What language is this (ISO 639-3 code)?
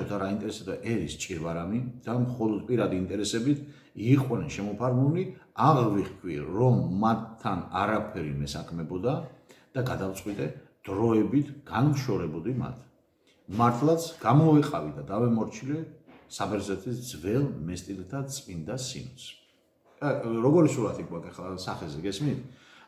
kat